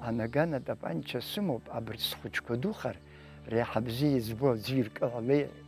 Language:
Abkhazian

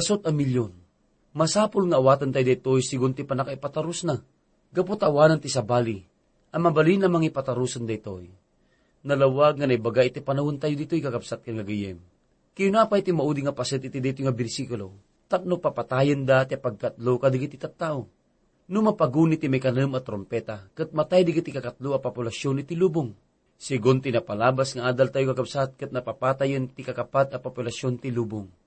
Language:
Iloko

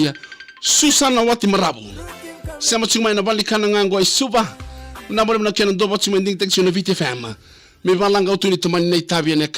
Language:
Fijian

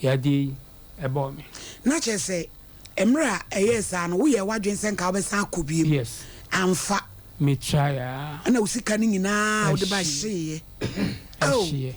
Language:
Akan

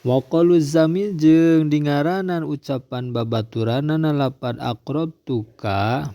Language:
Sundanese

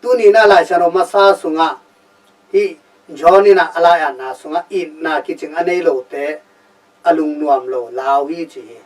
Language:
Tedim Chin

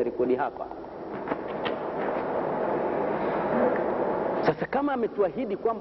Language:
Swahili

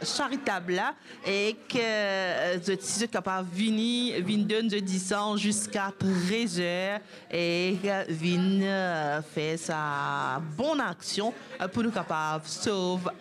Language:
Morisyen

